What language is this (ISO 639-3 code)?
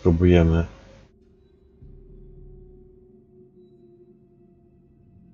pol